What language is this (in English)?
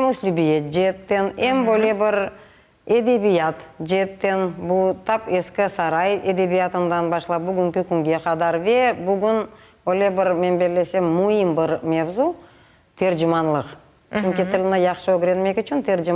Crimean Tatar